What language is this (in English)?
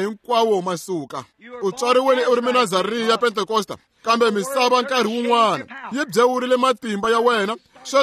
Tsonga